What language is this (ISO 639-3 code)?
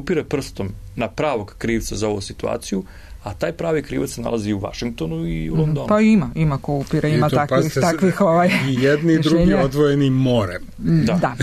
srp